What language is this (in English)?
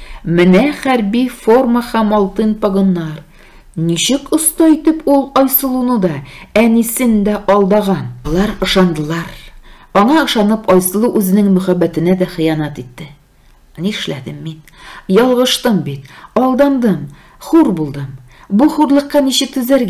Tatar